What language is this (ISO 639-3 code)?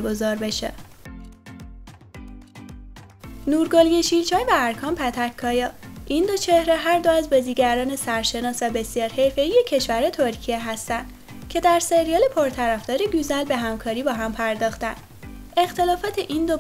fas